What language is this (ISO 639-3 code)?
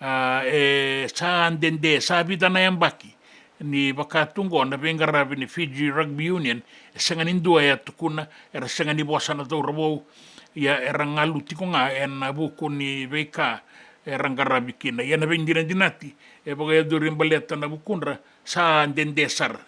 fij